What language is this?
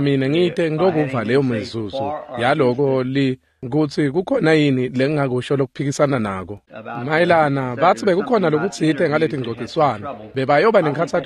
Swati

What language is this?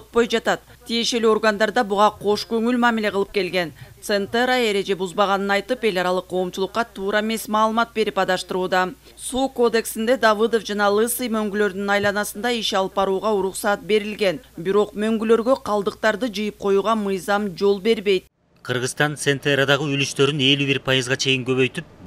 Kyrgyz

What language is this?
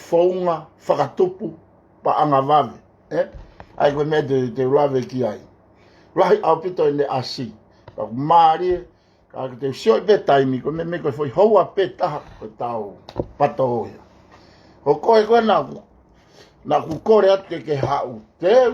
Tongan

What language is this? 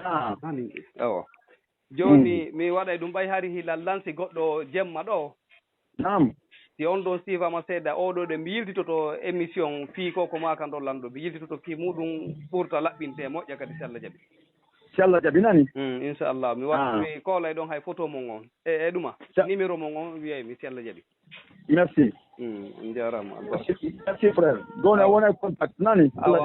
Fula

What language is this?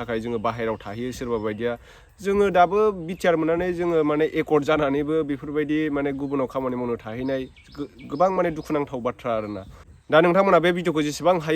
Bodo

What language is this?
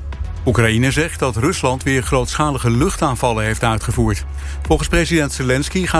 Dutch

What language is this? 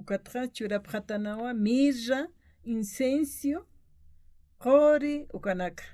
Aymara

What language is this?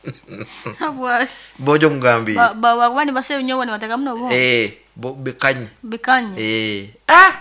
Nyoro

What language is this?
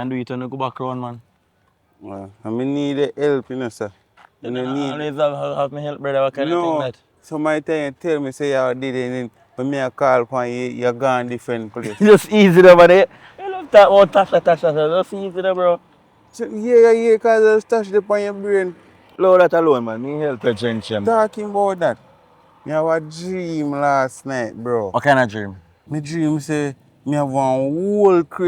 Jamaican Creole English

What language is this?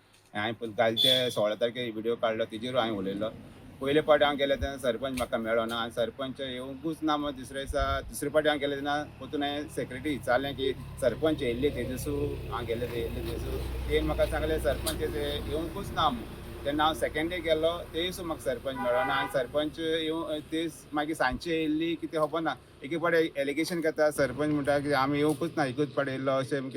Konkani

